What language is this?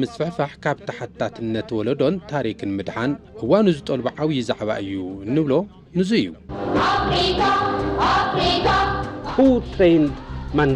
Tigrinya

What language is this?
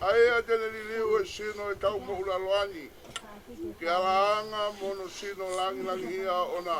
Tongan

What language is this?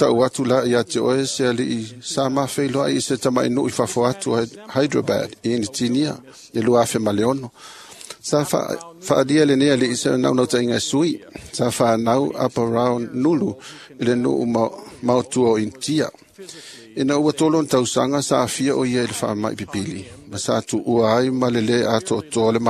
Samoan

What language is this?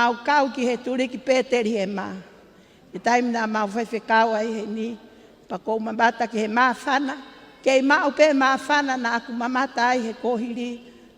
Tongan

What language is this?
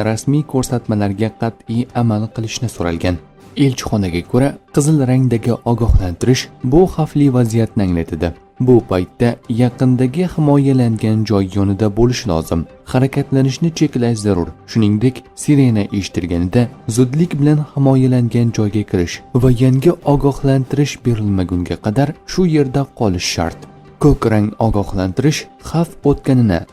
Uzbek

